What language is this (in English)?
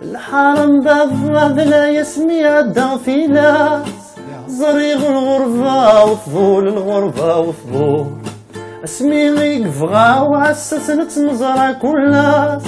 Kabyle